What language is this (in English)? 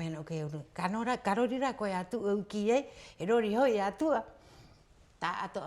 Rapanui